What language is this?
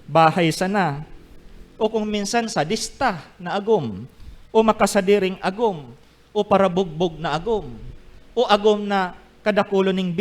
Bikol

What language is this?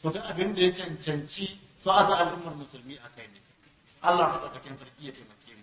Hausa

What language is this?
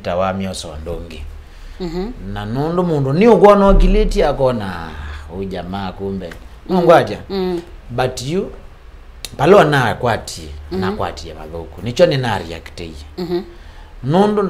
Kamba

